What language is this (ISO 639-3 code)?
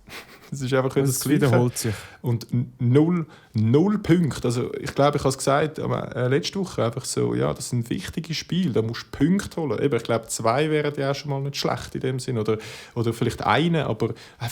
gsw